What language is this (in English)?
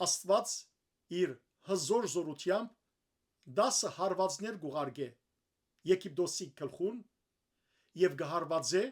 Western Armenian